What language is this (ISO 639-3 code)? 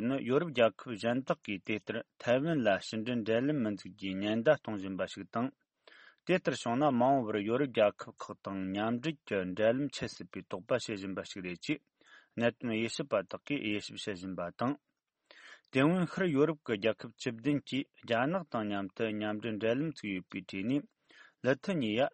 bod